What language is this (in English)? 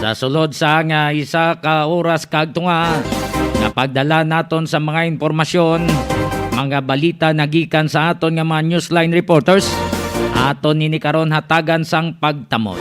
Hiligaynon